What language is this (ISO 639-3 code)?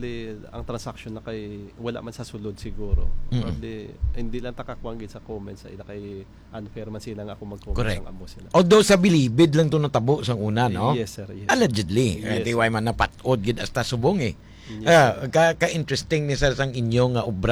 hil